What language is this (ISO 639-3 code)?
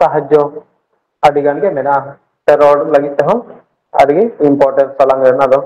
sat